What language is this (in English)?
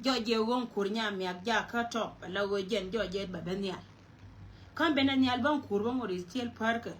Nuer